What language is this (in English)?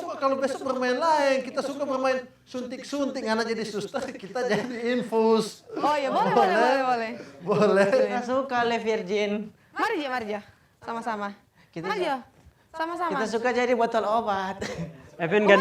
Manado Malay